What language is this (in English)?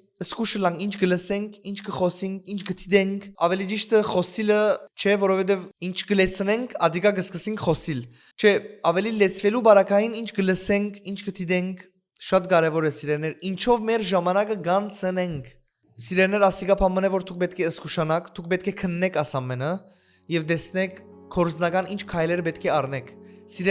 Western Armenian